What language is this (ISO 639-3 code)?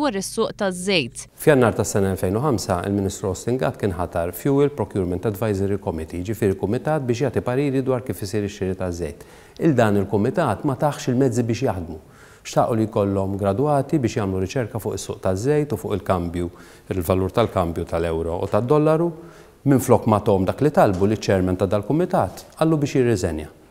mlt